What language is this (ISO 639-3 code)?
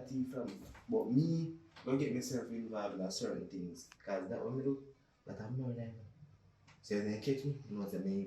jam